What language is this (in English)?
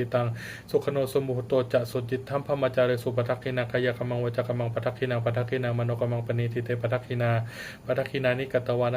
Pali